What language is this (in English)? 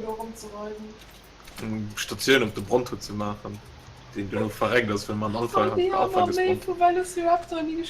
Luxembourgish